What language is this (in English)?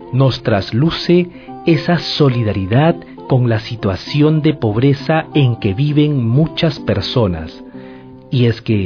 Spanish